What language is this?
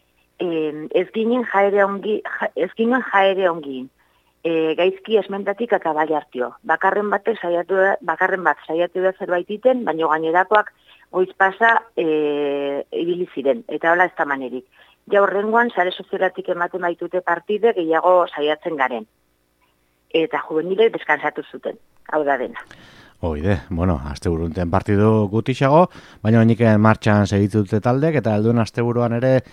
Basque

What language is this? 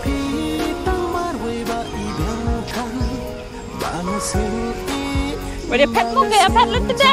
Khasi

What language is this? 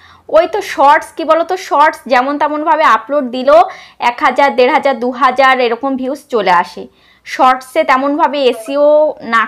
Bangla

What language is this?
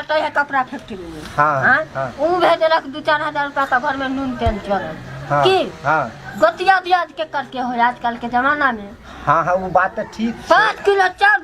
Maithili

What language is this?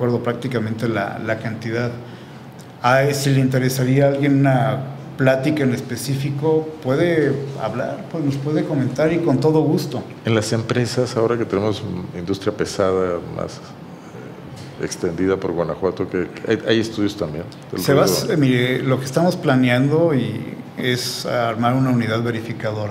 Spanish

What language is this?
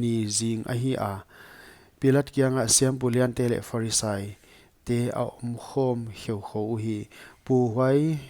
Paite Chin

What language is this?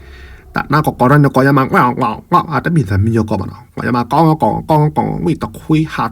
S'gaw Karen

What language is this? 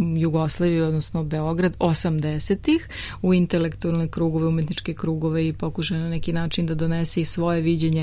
Serbian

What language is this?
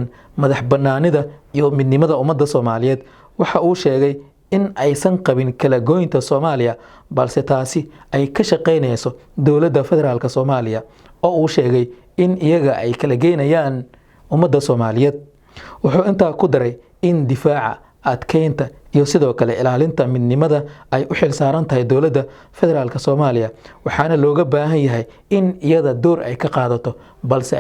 Somali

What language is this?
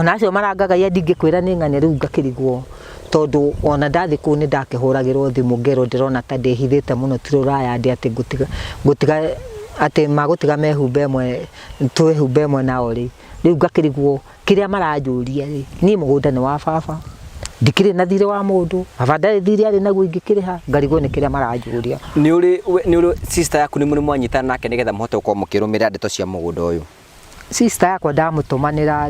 Kikuyu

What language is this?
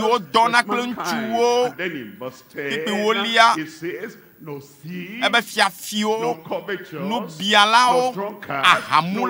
Ewe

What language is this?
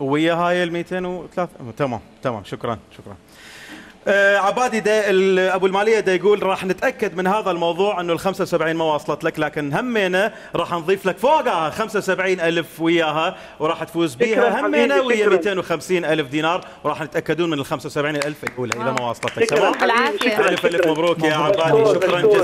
Mesopotamian Arabic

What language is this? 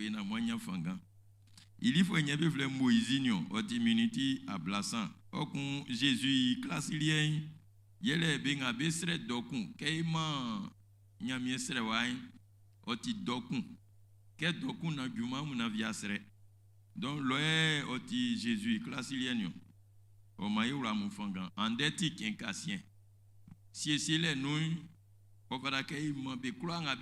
Baoulé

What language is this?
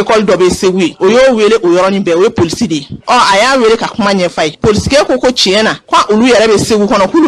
Bambara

